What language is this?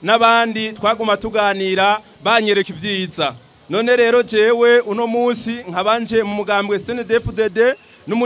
Rundi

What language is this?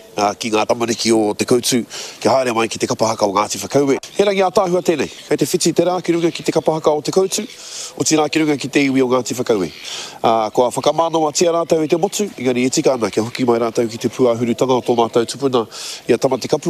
Māori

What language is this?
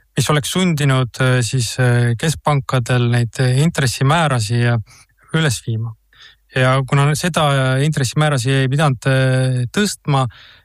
Estonian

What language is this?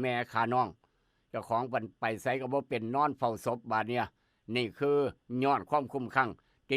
Northeastern Thai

